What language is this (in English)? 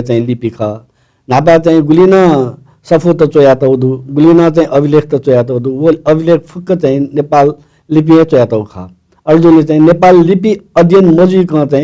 Newari